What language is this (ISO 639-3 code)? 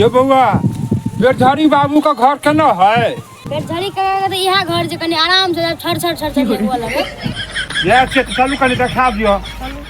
mai